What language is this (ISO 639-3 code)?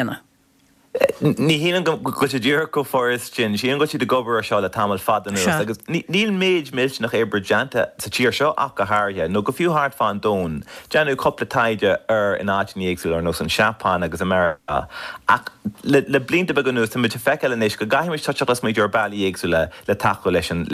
gle